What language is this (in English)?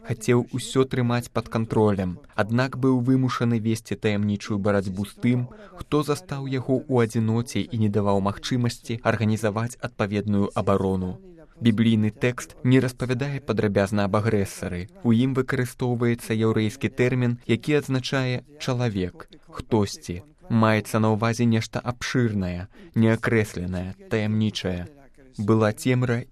Belarusian